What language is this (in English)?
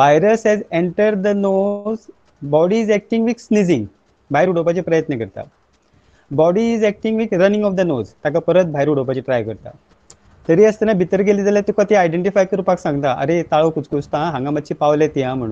Konkani